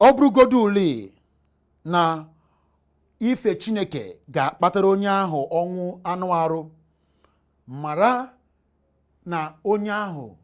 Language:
Igbo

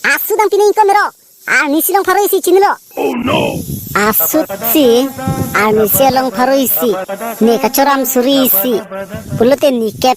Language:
Karbi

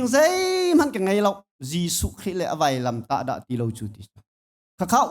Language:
Hakha Chin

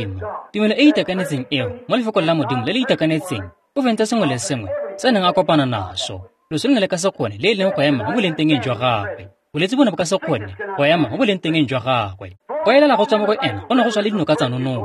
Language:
Tswana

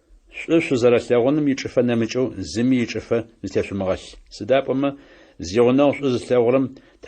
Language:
Adyghe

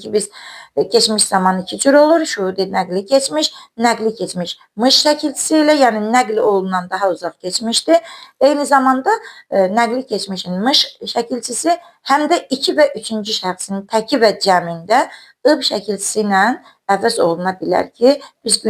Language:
Azerbaijani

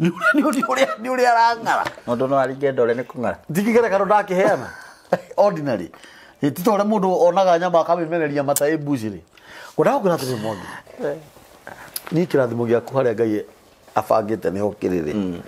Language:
Kikuyu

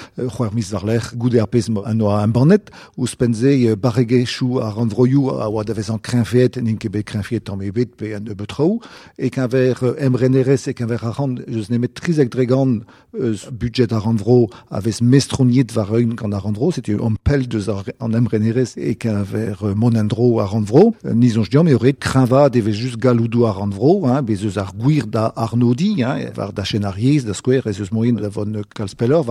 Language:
Breton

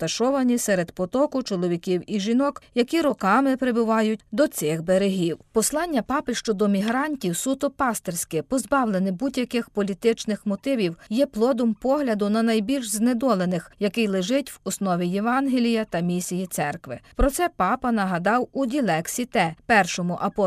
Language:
Ukrainian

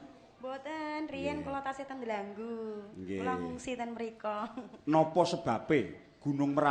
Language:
Javanese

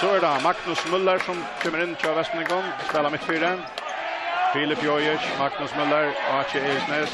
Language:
Faroese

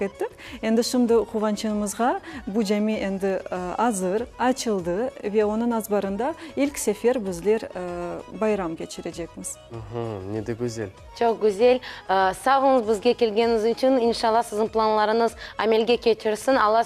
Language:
Crimean Tatar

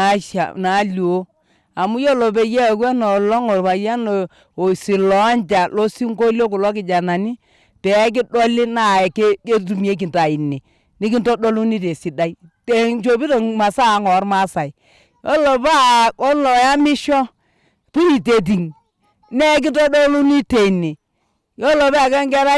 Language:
Masai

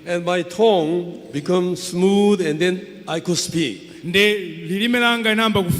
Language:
Nyanja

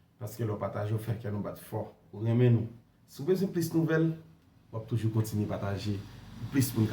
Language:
Haitian Creole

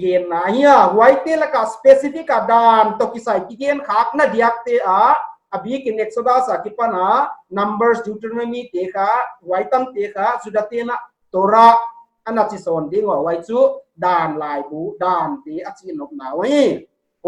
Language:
Paite Chin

